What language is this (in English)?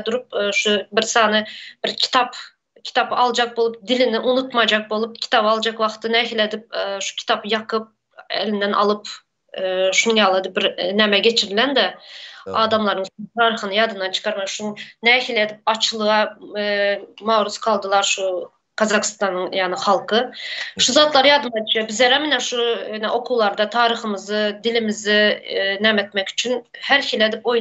Turkmen